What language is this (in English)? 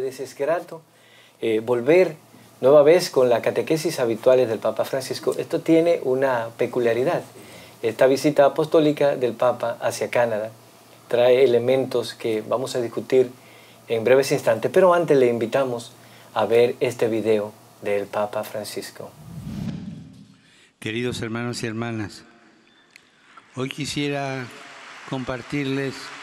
Spanish